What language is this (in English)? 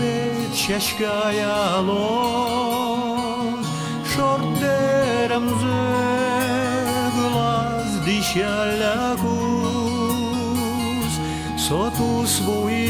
Udmurt